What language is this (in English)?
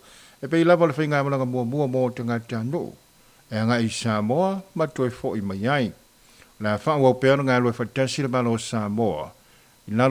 Samoan